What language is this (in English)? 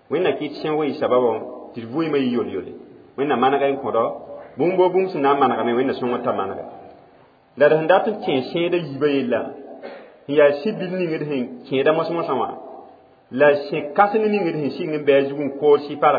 Mossi